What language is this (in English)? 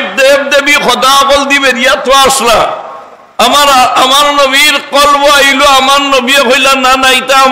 Sylheti